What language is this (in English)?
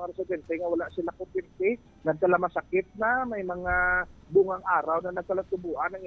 Hiligaynon